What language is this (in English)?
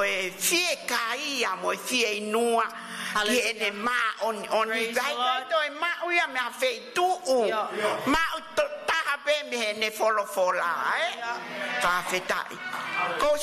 Tongan